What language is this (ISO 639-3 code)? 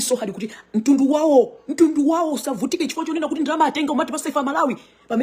nya